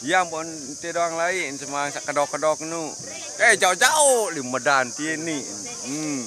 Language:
Sasak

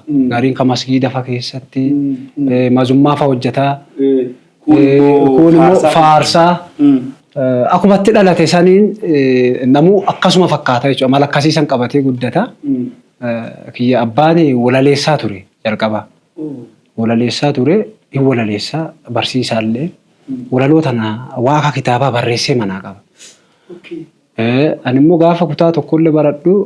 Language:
Oromo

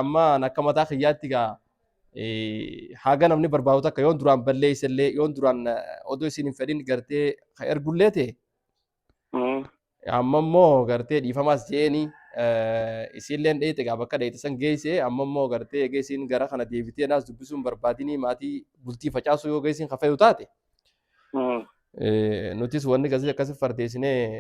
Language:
Oromo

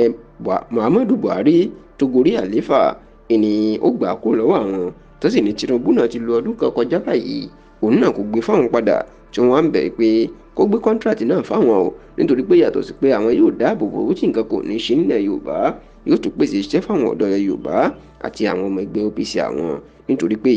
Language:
Yoruba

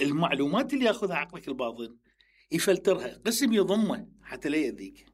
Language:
Mesopotamian Arabic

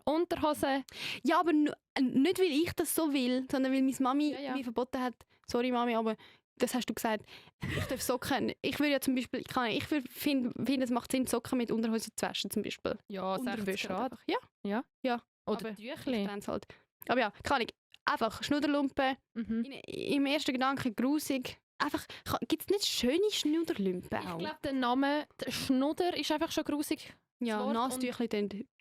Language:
Swiss German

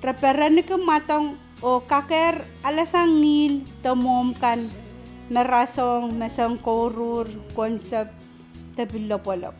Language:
Pohnpeian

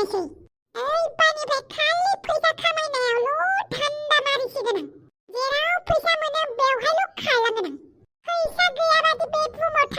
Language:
Bodo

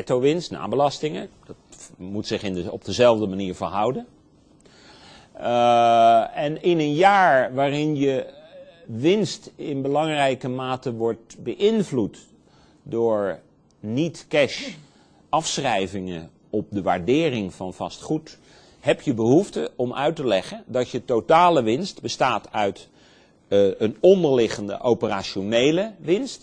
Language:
Dutch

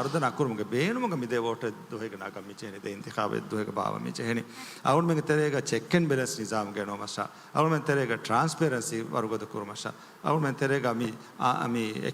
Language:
Divehi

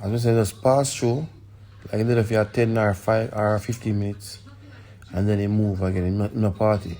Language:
Jamaican Creole English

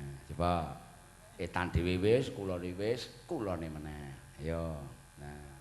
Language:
Javanese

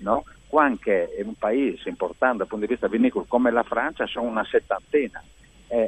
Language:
Friulian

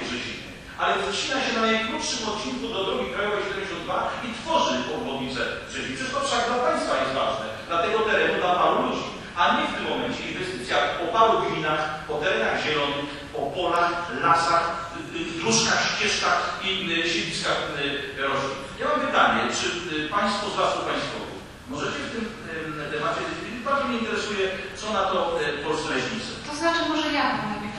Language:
Polish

